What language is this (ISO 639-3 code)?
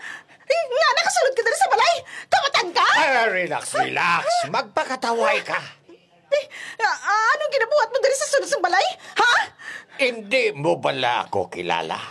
hil